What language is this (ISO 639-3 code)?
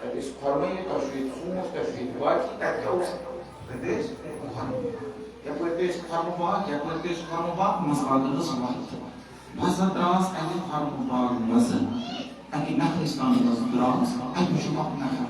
kas